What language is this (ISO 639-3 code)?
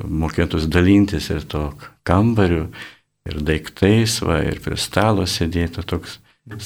lit